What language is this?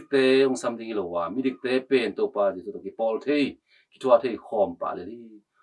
Tedim Chin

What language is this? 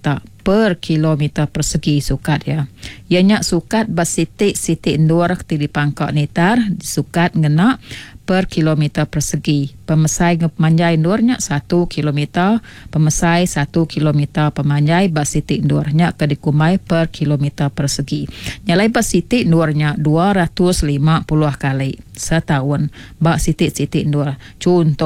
Iban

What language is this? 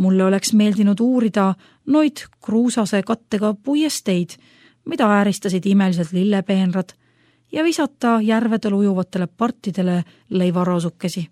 Estonian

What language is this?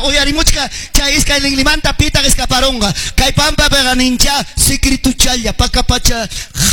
Ayacucho Quechua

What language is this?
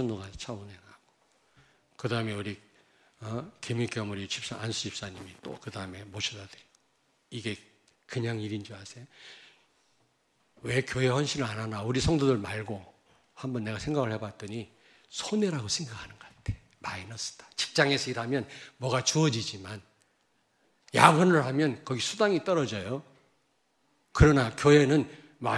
Korean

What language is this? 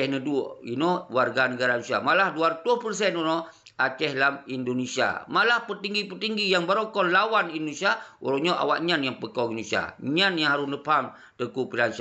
Achinese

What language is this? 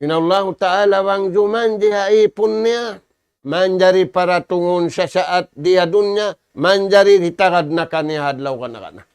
Tausug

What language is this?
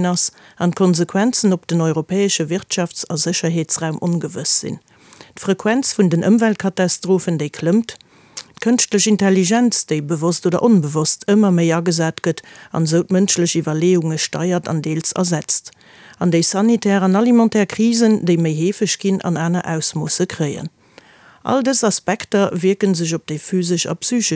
Luxembourgish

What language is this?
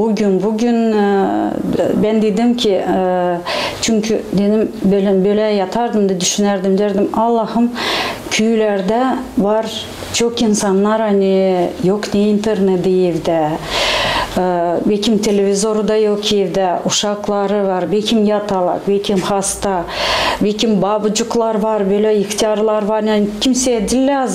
Gagauz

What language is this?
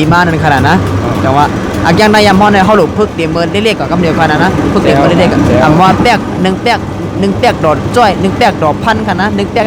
Shan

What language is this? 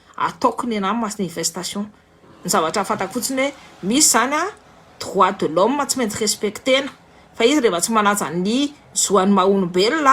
Malagasy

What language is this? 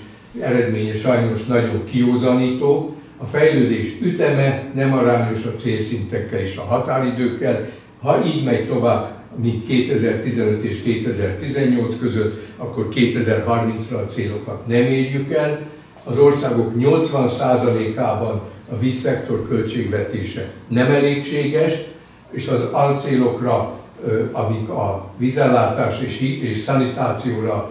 Hungarian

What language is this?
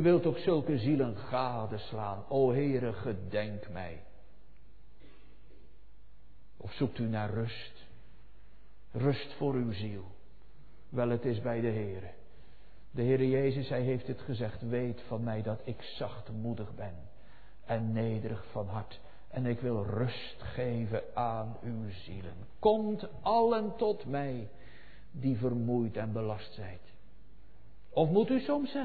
Dutch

